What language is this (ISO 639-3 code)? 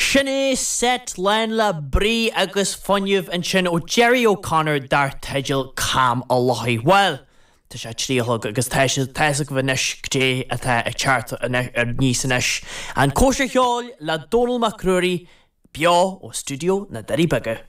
gle